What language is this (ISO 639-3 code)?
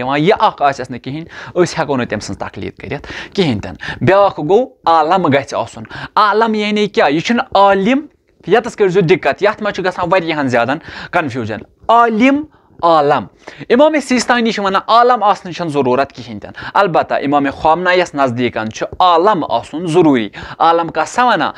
kas